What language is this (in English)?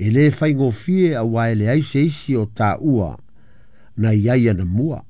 Samoan